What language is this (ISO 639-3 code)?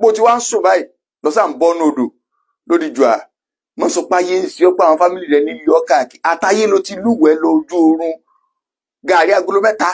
yor